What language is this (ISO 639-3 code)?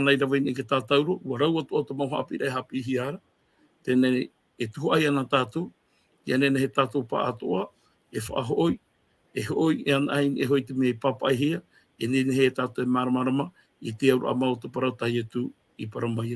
tah